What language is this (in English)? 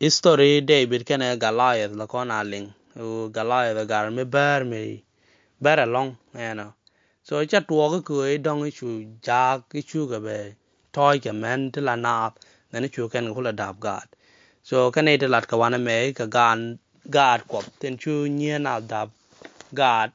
Nuer